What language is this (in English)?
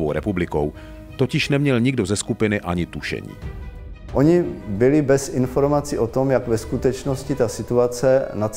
Czech